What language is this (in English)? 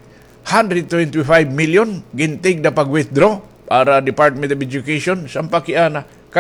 Waray